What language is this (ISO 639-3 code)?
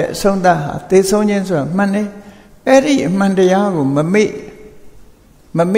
mya